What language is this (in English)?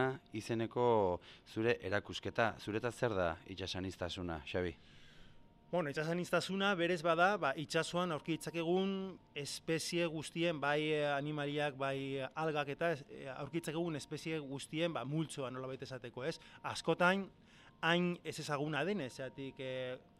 Basque